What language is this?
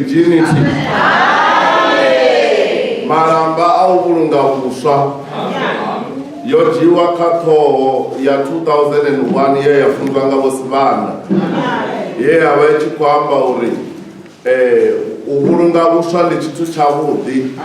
Venda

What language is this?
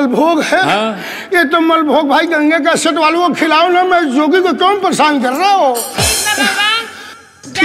Bhojpuri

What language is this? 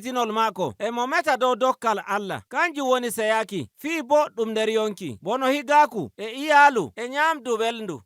Nigerian Fulfulde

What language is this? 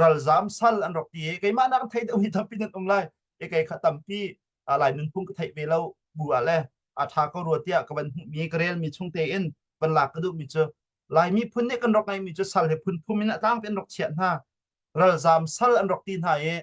Hakha Chin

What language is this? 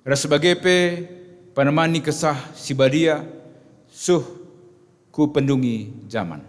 Batak Karo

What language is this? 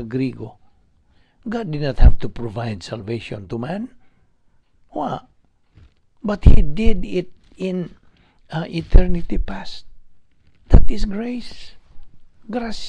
Cebuano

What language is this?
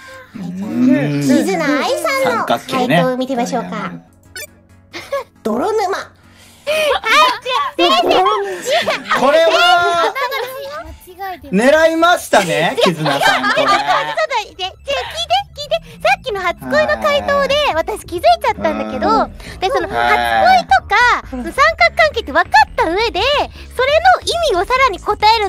Japanese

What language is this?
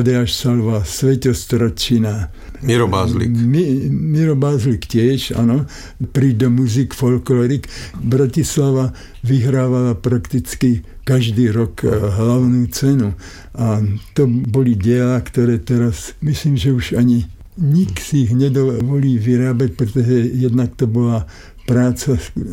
Slovak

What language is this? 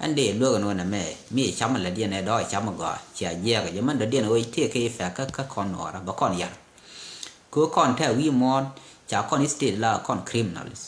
Nuer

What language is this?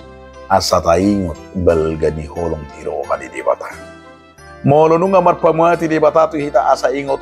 Batak Toba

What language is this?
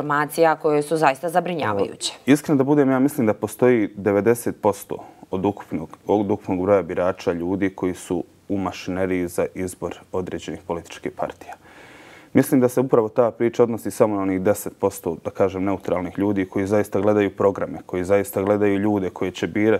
Bosnian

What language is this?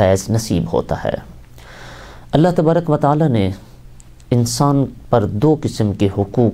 Urdu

